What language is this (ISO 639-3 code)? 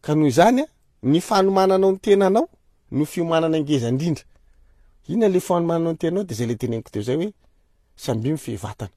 mlg